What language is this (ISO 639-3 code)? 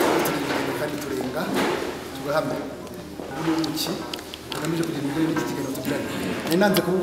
kin